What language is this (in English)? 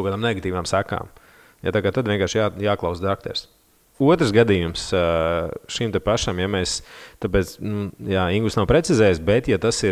Latvian